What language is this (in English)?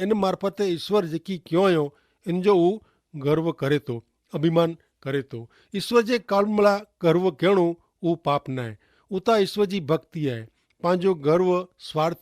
Kachhi